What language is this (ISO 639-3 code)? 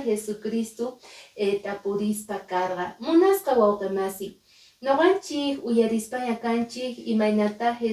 que